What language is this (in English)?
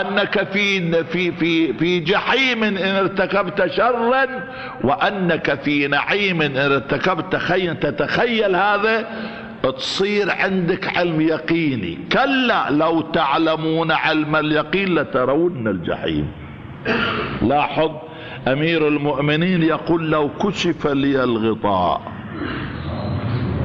Arabic